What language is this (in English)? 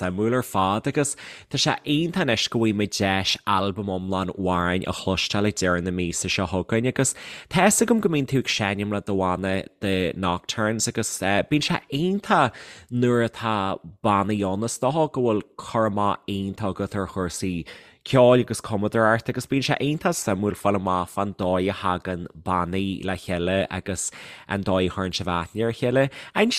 Irish